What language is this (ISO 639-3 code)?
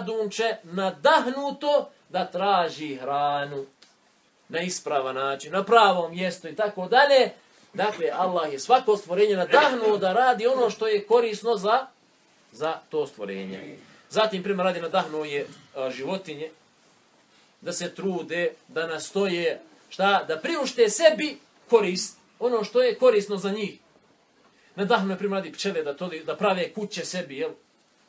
bos